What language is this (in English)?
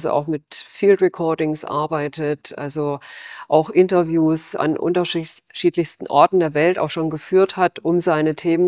German